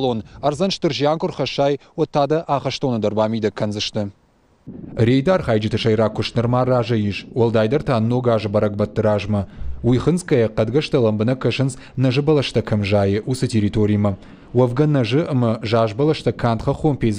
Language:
Ossetic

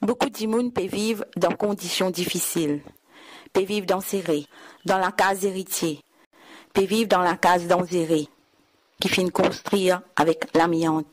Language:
Morisyen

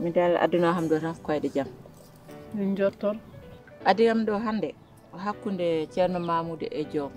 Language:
Fula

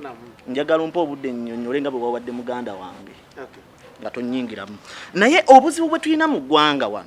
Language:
Ganda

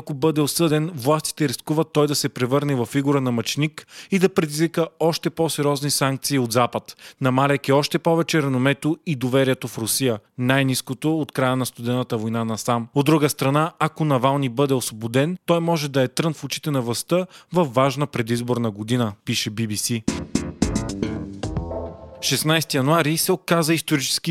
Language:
Bulgarian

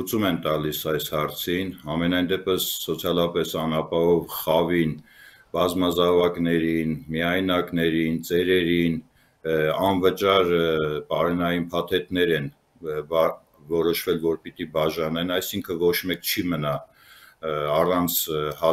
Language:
Armenian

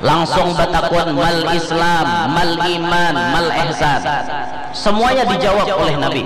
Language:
Banjar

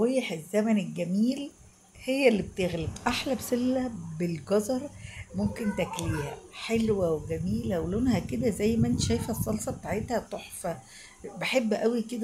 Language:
Egyptian Arabic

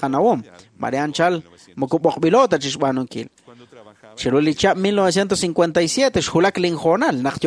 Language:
Kekchí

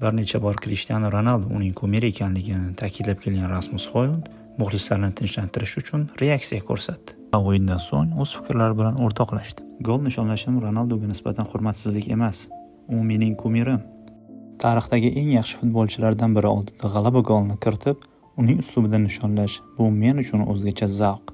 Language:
Uzbek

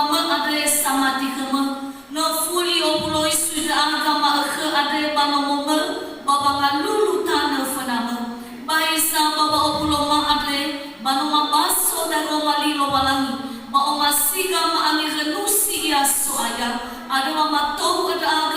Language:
Nias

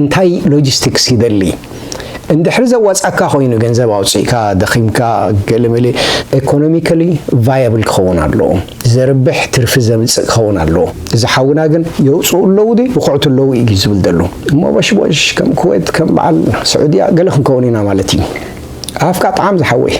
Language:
Tigrinya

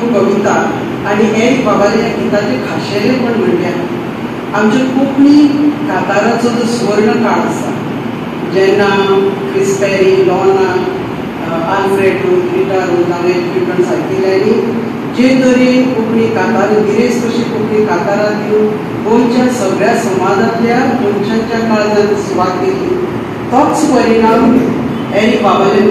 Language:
Konkani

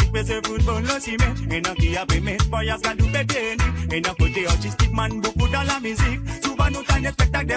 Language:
Morisyen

